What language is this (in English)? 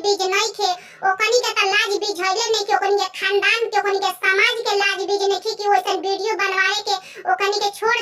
Bhojpuri